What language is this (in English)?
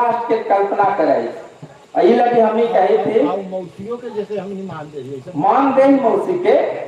Magahi